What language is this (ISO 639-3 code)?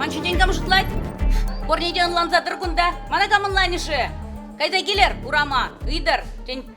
chv